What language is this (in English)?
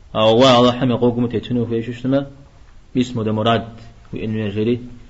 Kabardian